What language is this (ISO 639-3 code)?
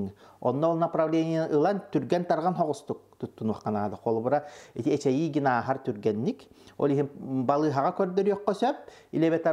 sah